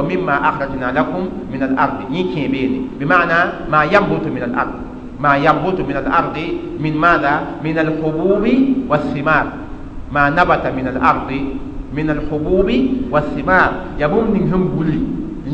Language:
Mossi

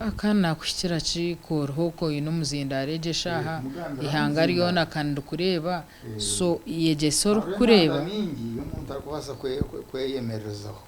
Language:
Nyankole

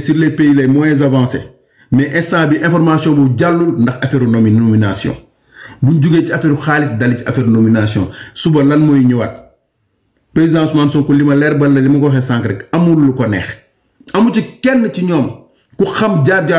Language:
Wolof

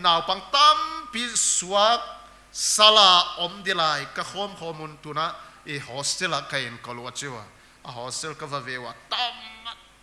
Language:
Paite Chin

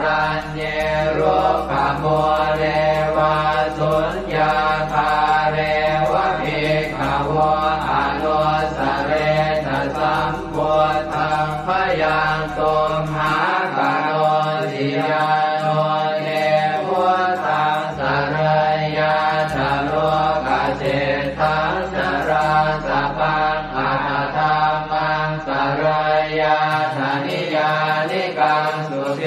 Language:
Pali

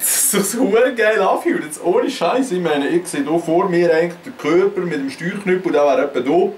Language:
Swiss German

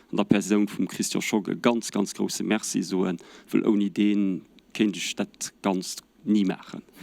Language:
Luxembourgish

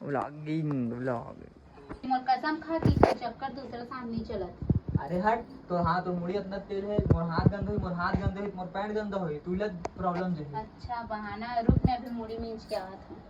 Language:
Chhattisgarhi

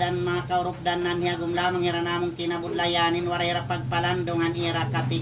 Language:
Waray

